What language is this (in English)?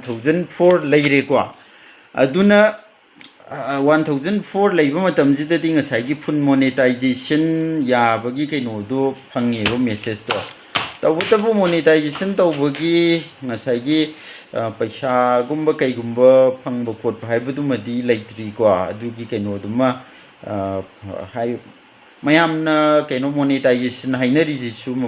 Manipuri